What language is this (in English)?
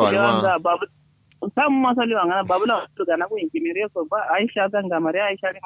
Kanuri